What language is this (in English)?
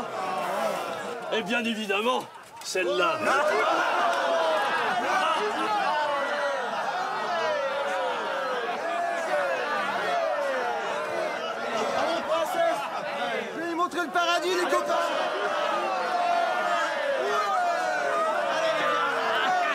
French